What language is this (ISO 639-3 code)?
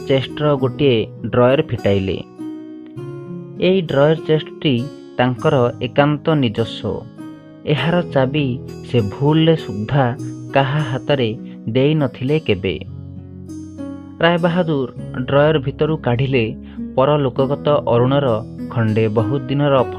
ori